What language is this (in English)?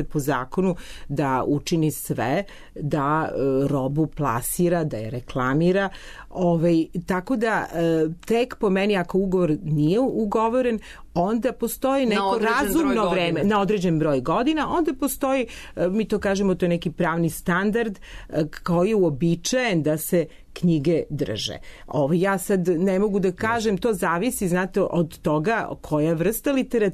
Serbian